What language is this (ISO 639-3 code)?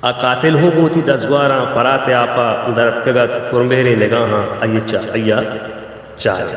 bal